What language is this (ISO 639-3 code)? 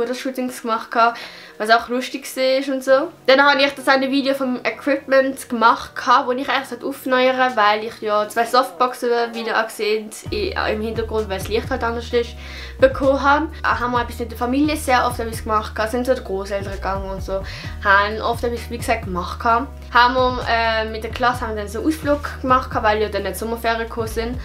gsw